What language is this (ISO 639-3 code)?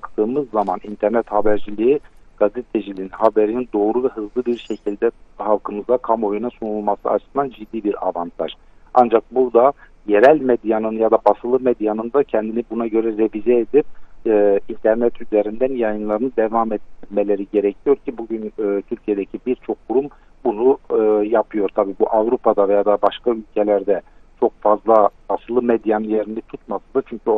tur